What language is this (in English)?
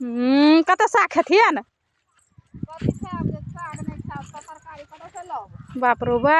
Maithili